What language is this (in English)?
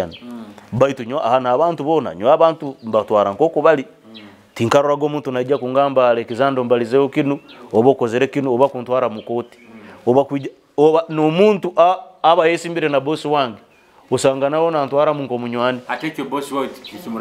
Nyoro